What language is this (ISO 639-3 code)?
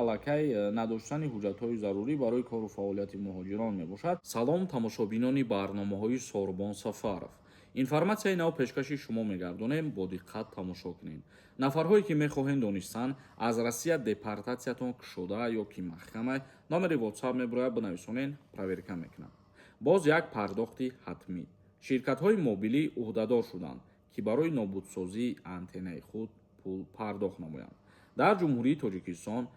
tgk